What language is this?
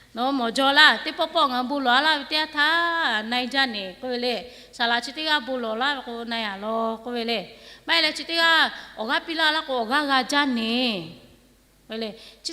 Lahu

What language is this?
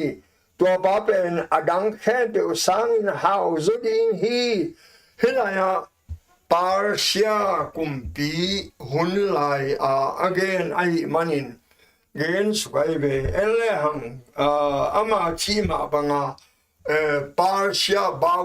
Tedim Chin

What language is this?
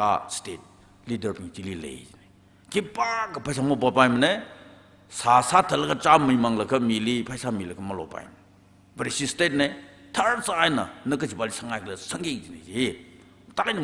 Tangkhul Naga (India)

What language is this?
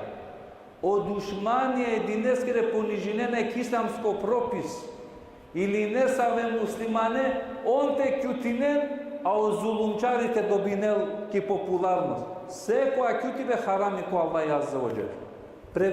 Balkan Romani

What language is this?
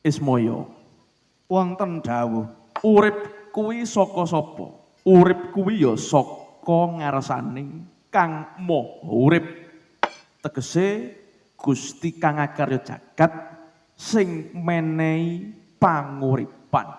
Javanese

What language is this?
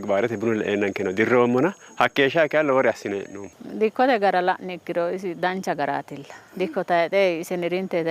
Sidamo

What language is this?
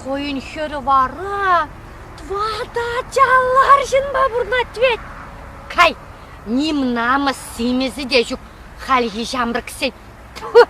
Chuvash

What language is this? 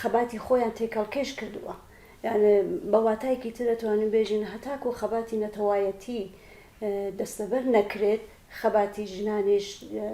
Central Kurdish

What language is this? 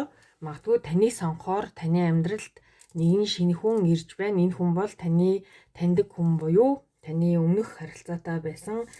Mongolian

